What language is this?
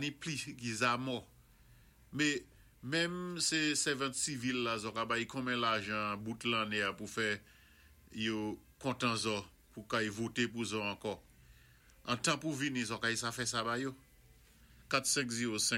Saint Lucian Creole French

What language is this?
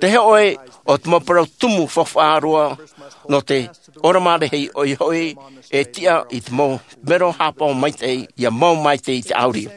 Tahitian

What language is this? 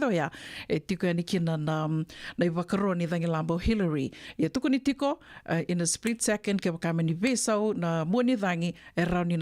Fijian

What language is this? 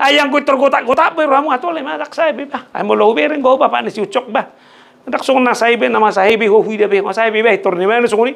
Batak Toba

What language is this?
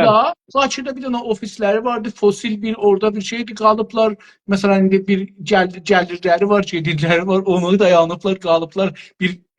South Azerbaijani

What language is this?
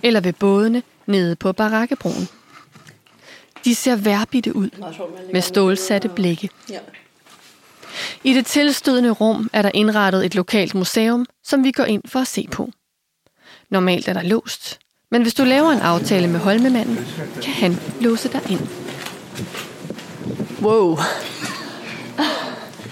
Danish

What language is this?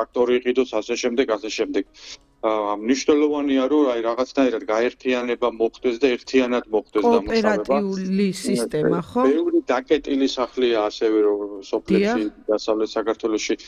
Georgian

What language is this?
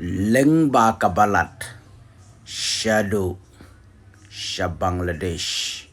Khasi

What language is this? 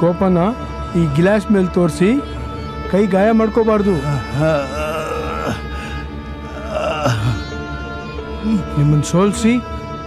Kannada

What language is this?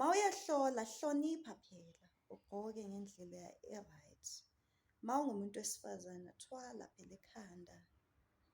Zulu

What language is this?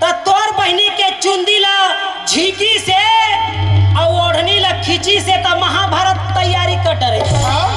Chhattisgarhi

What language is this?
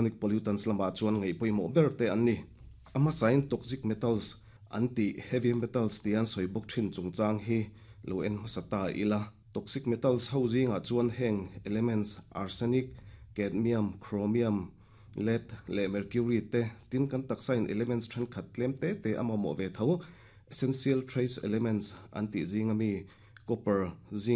Mizo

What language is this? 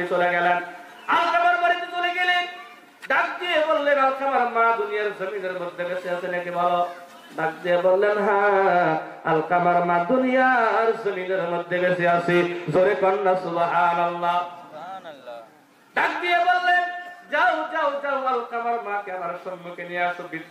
Bangla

